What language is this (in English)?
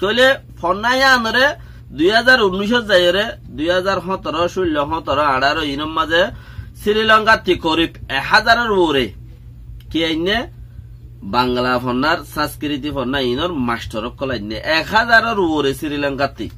Rohingya